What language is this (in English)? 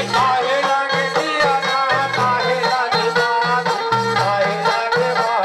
Chhattisgarhi